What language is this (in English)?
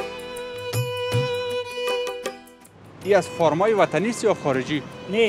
Persian